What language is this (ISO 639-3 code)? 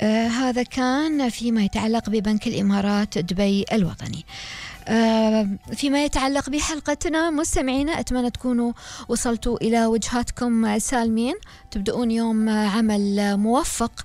afb